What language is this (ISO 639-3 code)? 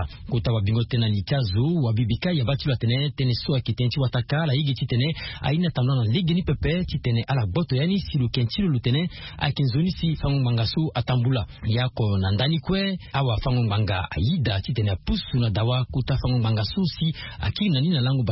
sag